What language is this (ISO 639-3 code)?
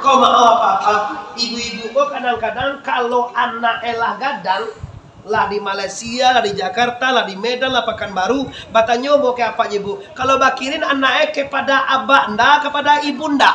min